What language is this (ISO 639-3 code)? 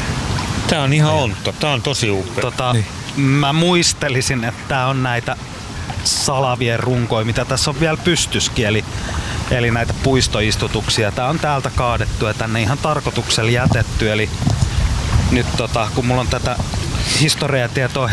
fin